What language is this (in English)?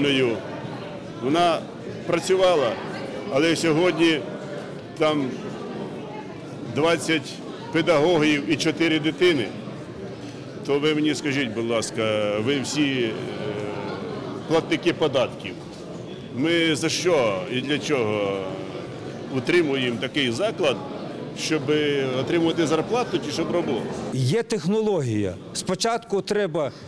Ukrainian